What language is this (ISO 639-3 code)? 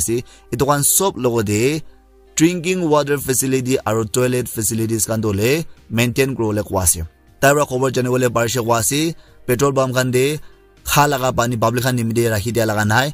nag